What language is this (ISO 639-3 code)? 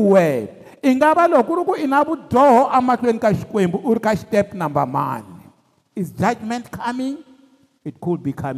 tso